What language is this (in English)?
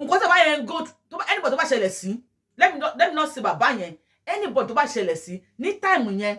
Yoruba